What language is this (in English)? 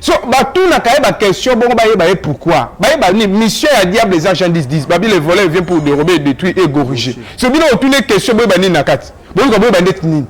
Lingala